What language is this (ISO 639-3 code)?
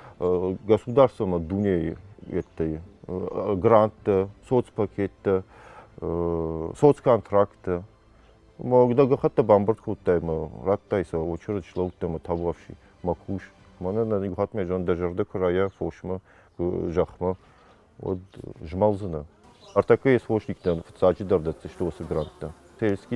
oss